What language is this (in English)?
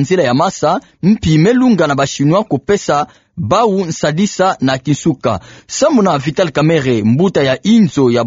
Kituba (Democratic Republic of Congo)